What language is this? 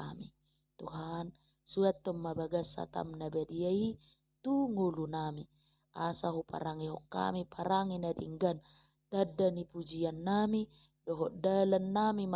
Batak Toba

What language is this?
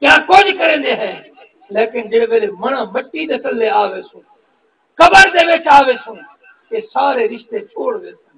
Saraiki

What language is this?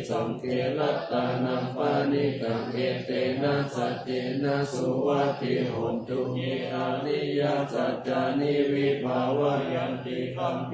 Pali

